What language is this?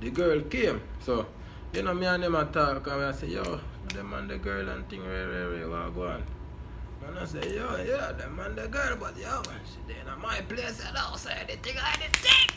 Jamaican Creole English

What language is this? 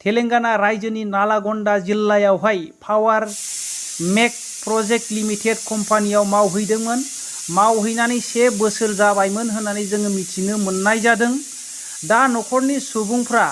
Bodo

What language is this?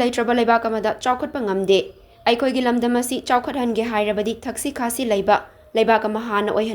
Manipuri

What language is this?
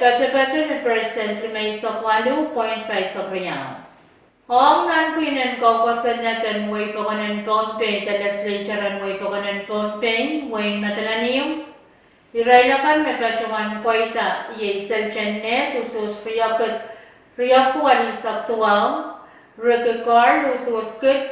Pohnpeian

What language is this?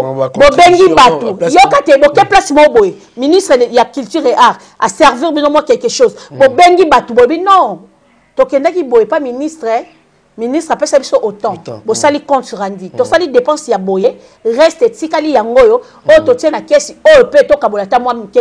Lingala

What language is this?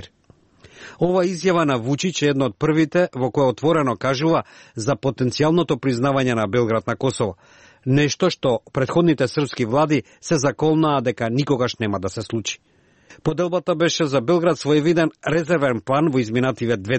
Macedonian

